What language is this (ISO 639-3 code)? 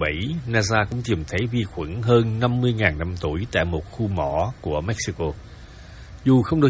vie